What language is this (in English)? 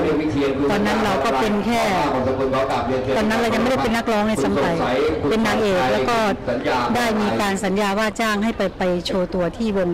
Thai